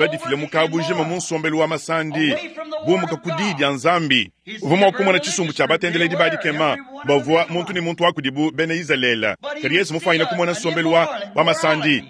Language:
Luba-Lulua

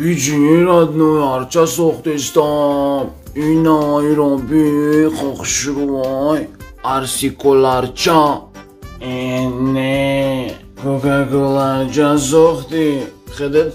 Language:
Tajik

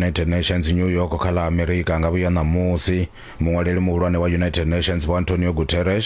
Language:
Venda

